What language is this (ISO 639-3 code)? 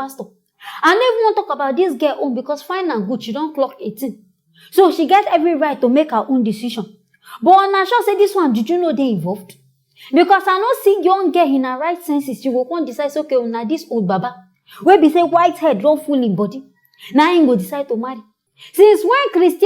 pcm